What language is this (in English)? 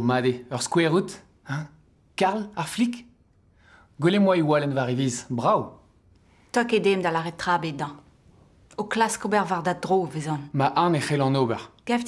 Breton